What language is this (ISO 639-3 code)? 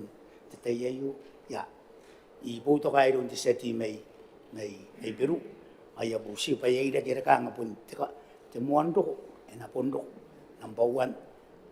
gil